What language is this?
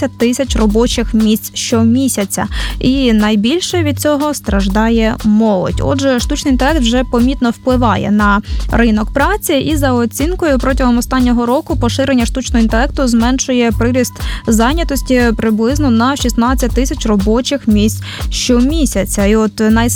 Ukrainian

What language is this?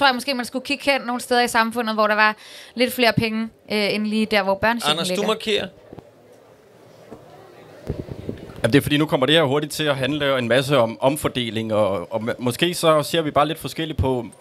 Danish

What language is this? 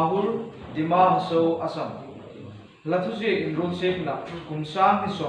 Hmar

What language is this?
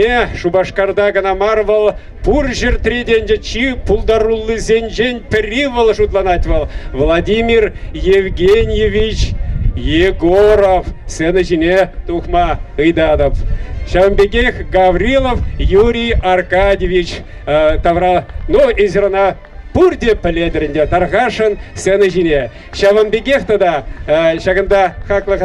Chuvash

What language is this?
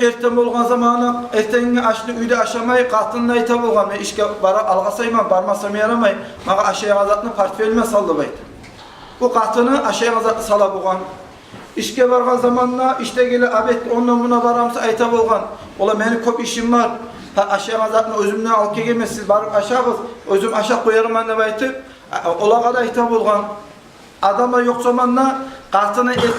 Kumyk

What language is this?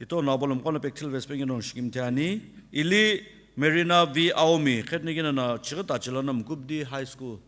Sumi Naga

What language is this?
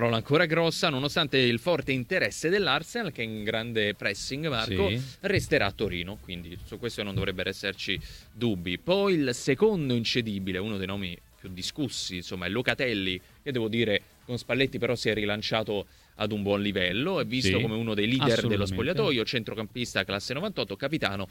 Italian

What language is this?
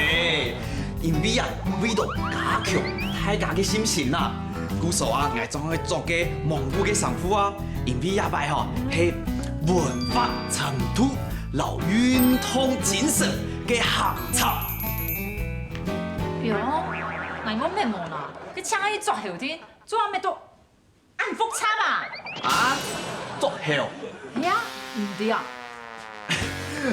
Hakka Chinese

